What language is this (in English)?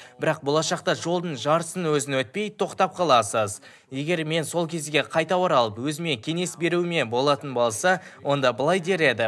Kazakh